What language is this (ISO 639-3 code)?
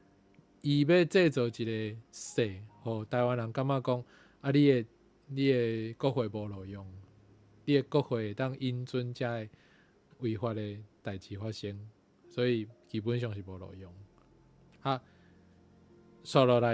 nan